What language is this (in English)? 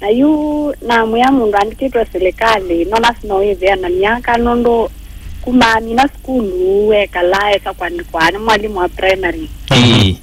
Kamba